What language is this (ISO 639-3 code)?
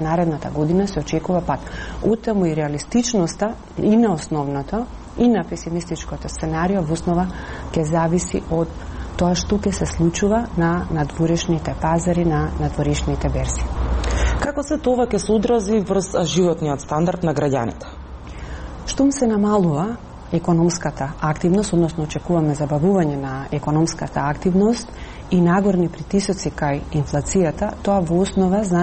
mkd